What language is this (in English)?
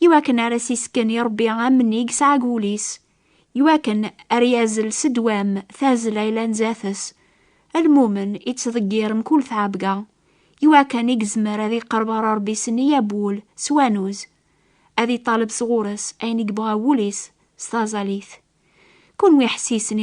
Kabyle